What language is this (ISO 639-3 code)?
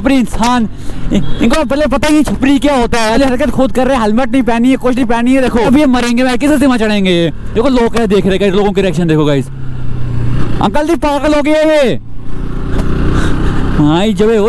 hin